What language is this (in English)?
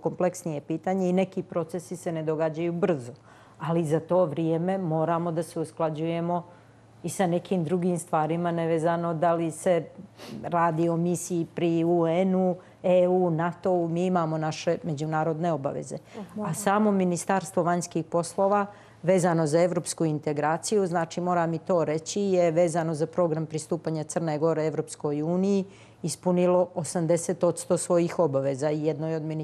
Serbian